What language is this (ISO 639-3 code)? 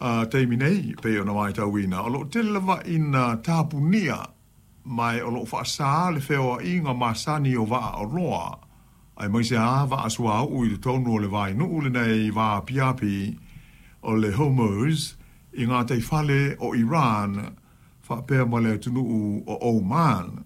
smo